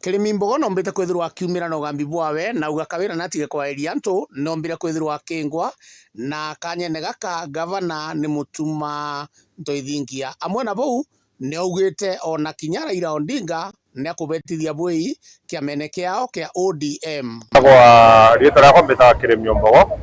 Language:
Meru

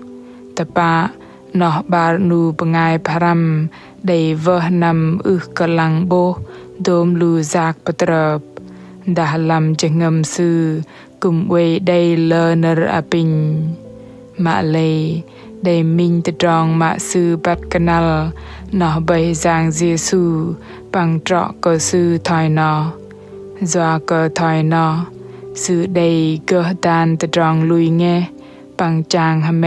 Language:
Bahnar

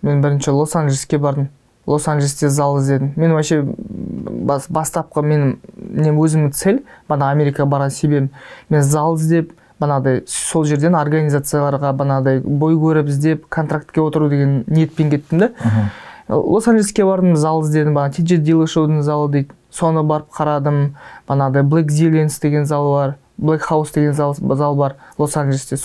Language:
Kazakh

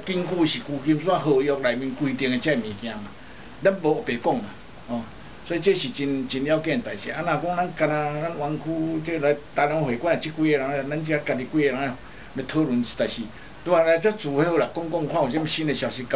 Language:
Min Nan Chinese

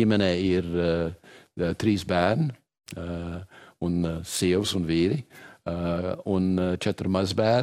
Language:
Latvian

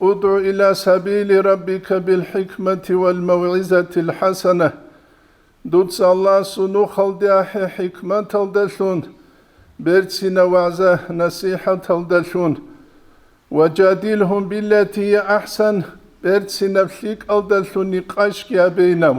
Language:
Avaric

